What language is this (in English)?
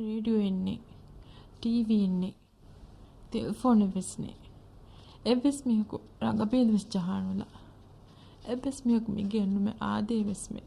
Divehi